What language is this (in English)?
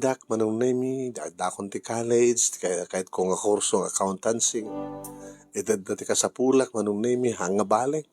Iloko